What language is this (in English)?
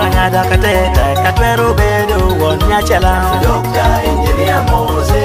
Lango (Uganda)